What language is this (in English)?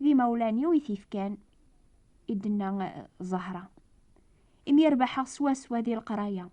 Kabyle